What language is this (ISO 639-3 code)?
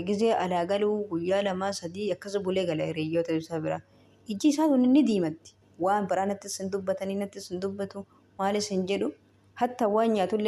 orm